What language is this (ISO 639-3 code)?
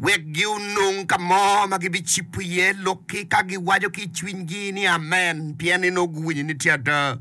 ach